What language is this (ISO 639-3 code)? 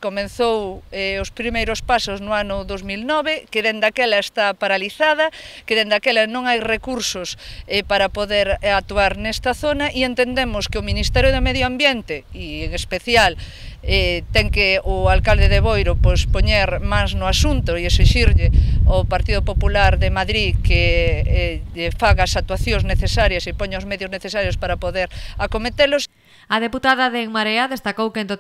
glg